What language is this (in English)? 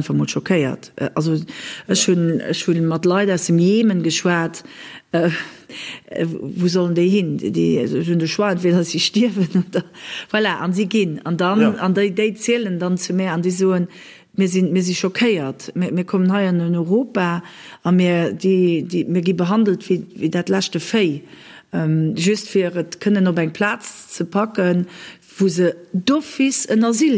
Luxembourgish